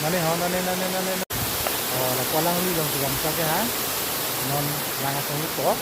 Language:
Karbi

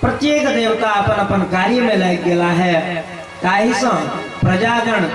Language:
Maithili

